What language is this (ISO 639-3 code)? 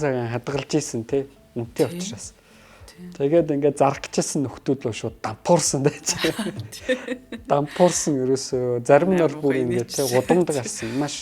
mon